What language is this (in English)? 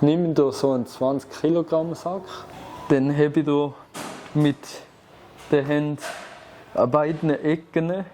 Swiss German